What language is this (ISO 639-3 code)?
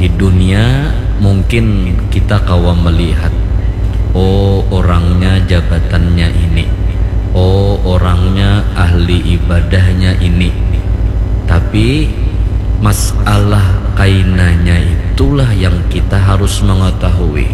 bjn